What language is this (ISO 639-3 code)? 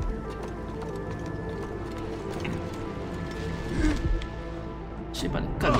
zho